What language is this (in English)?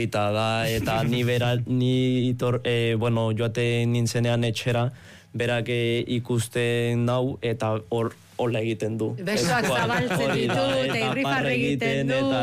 Basque